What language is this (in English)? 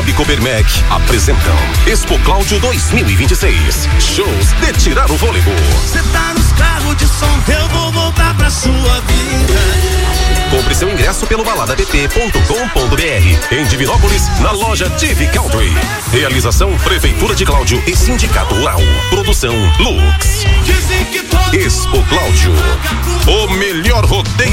Portuguese